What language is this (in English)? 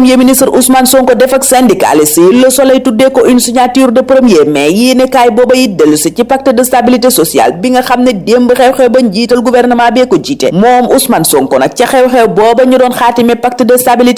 Wolof